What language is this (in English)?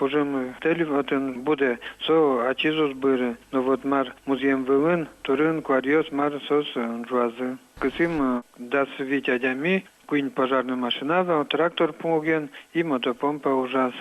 Udmurt